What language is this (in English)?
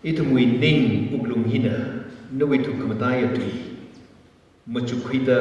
Tangkhul Naga (India)